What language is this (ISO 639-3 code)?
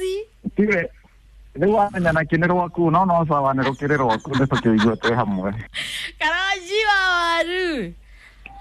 kik